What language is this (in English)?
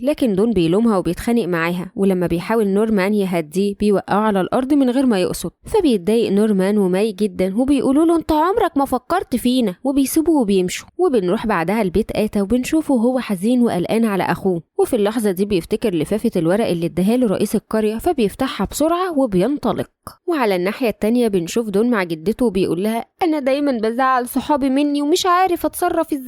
Egyptian Arabic